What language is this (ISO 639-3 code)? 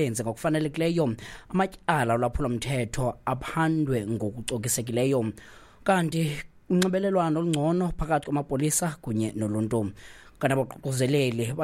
xho